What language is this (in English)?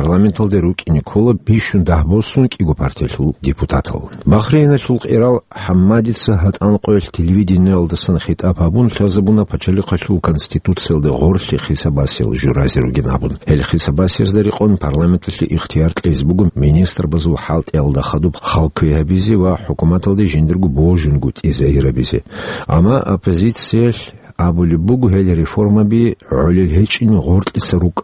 Avaric